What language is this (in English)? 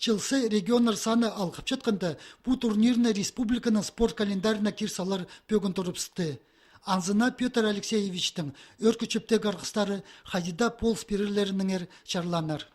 Khakas